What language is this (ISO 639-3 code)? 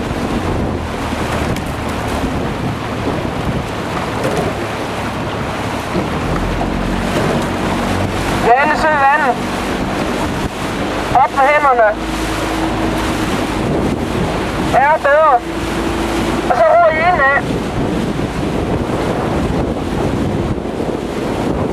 dan